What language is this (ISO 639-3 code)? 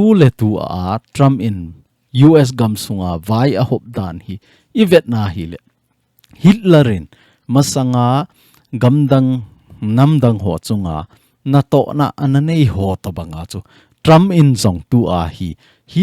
tcz